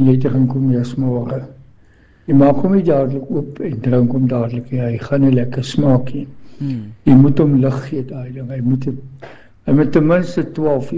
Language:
Afrikaans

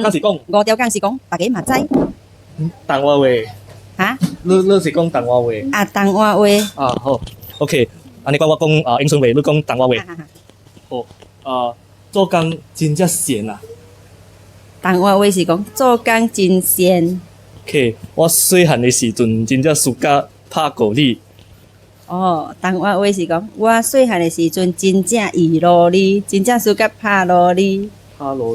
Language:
Min Nan Chinese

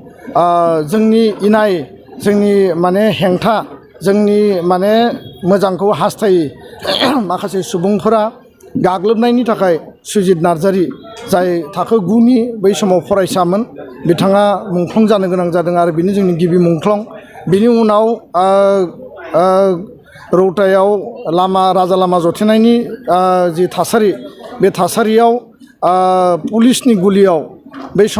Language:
Bodo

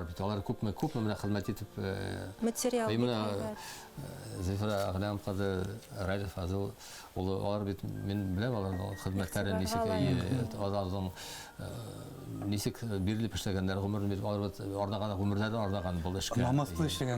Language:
Bashkir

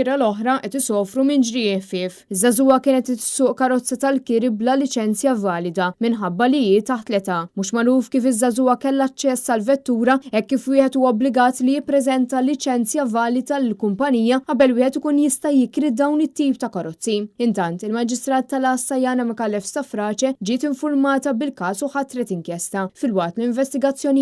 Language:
Maltese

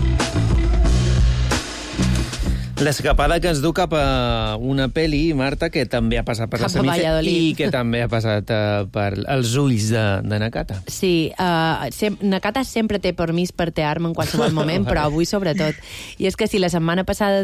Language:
Catalan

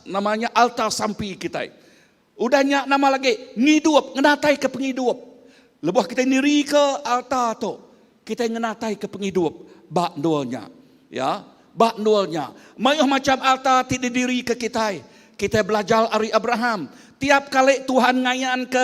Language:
Iban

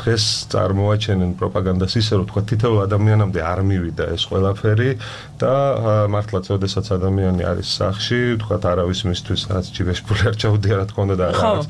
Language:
Georgian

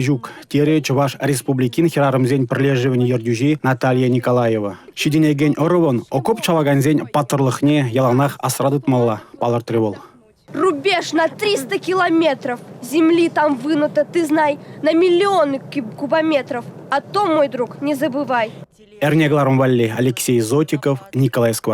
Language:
Chuvash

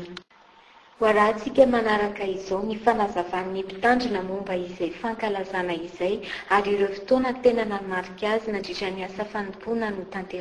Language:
Malagasy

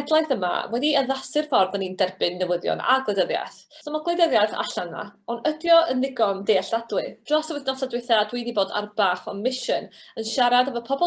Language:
Welsh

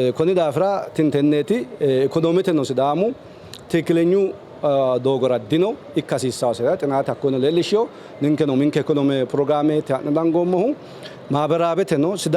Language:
Sidamo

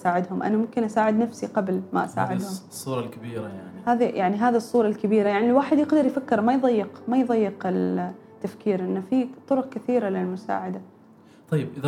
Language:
Gulf Arabic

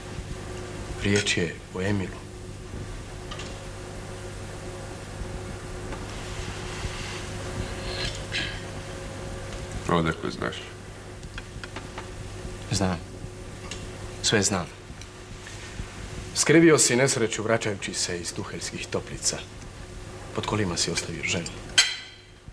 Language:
Croatian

